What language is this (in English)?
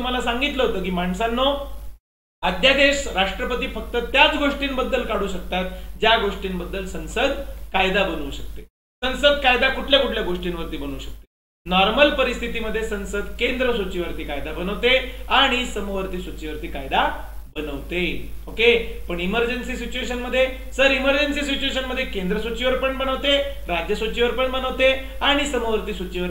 Marathi